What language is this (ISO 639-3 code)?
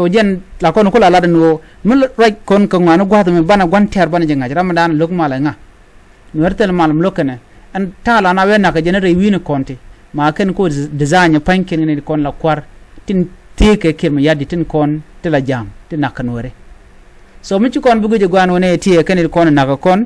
nus